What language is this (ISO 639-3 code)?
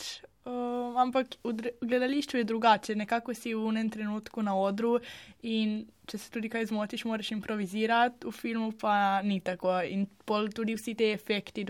slv